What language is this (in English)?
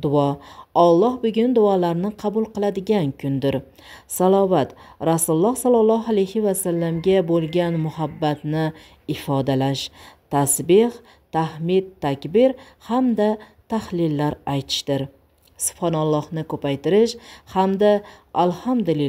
Uzbek